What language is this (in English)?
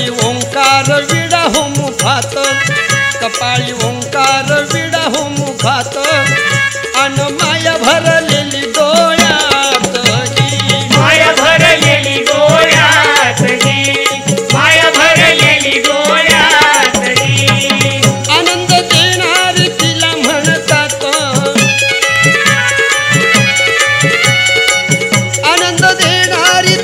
Marathi